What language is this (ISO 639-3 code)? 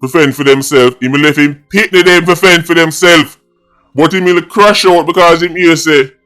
jam